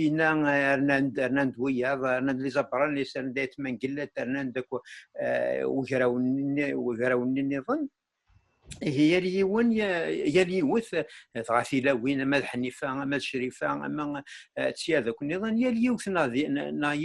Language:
Kabyle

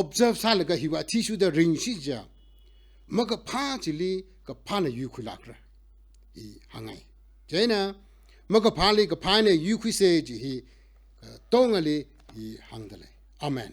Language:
Tangkhul Naga (India)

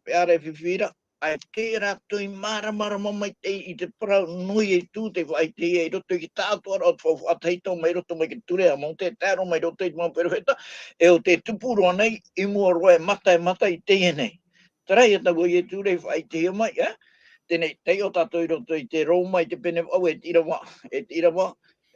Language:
Tahitian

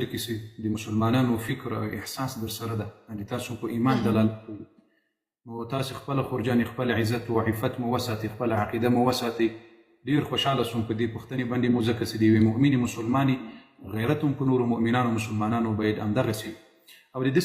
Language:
Pashto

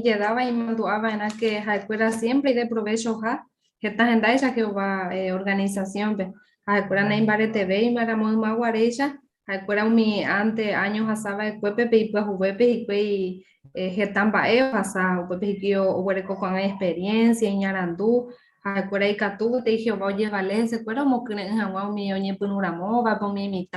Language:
Guarani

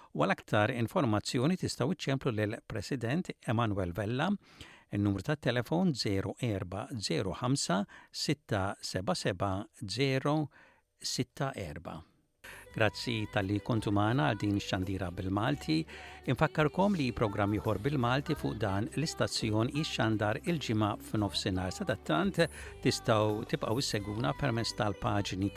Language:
Maltese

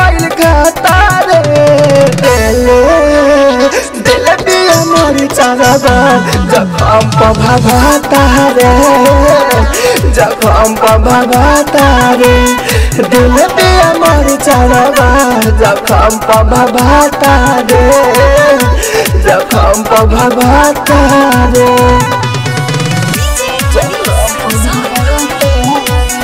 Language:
Bhojpuri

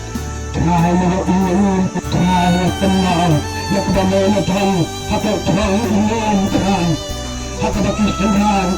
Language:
Khasi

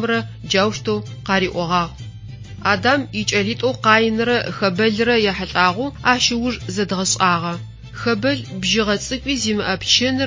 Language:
Adyghe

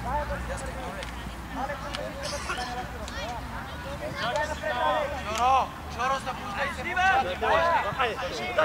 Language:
Bulgarian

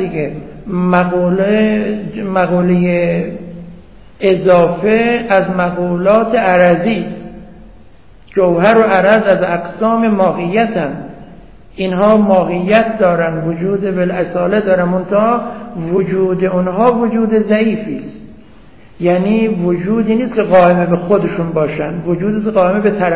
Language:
Persian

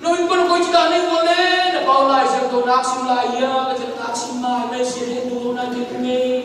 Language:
Tedim Chin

